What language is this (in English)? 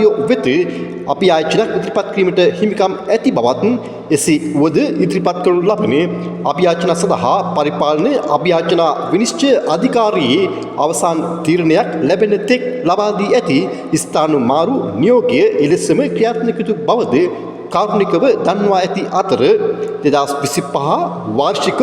Sinhala